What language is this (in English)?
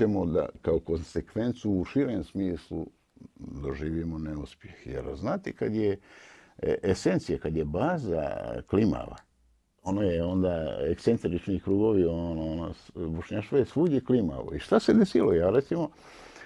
Bosnian